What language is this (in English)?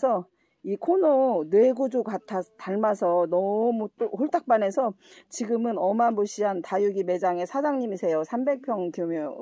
Korean